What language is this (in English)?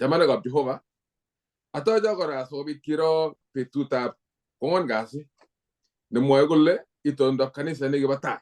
Kalenjin